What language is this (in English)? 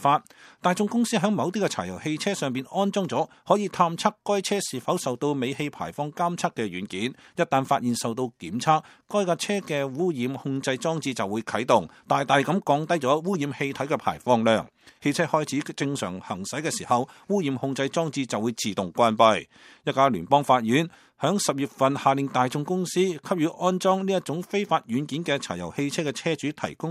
Cantonese